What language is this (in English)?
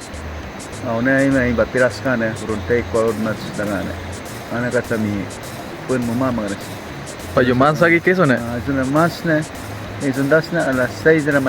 Awa-Cuaiquer